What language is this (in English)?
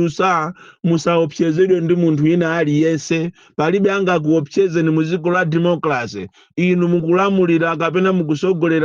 Nyanja